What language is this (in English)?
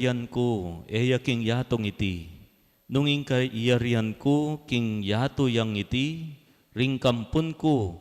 Pampanga